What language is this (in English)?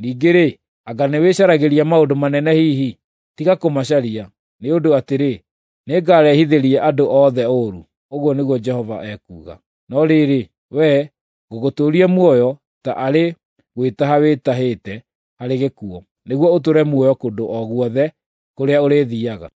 Kikuyu